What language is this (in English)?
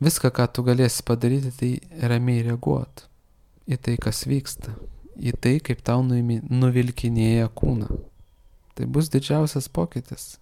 Lithuanian